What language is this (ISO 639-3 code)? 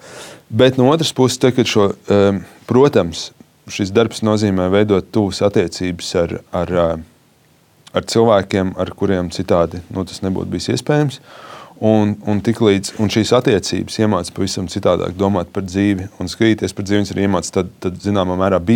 lav